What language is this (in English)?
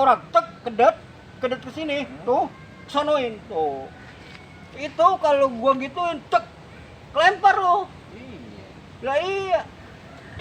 Betawi